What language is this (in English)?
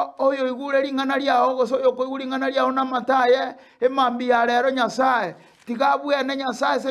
Gusii